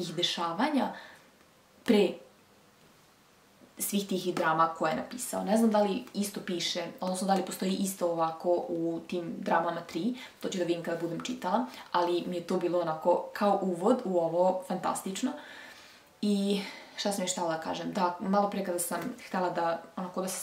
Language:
Serbian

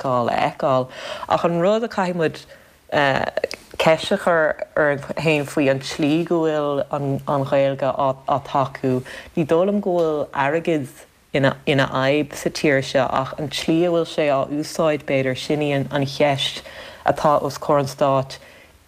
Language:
Irish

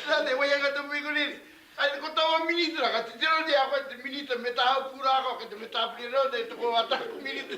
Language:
Māori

